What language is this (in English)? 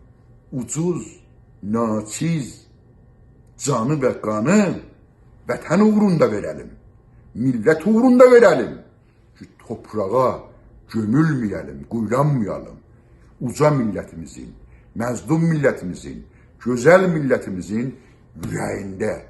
South Azerbaijani